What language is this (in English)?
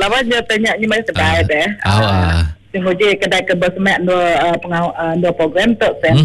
Iban